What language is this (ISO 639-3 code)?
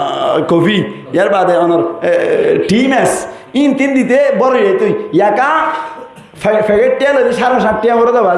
rhg